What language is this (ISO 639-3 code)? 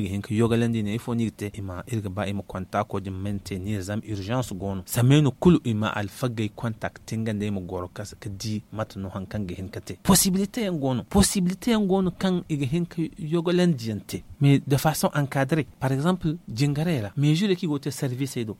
dje